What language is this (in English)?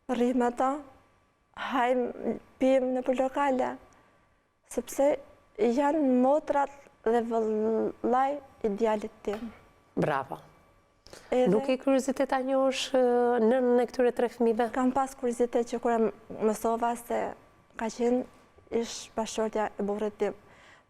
Albanian